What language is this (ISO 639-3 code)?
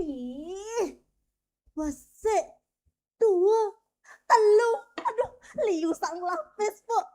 ban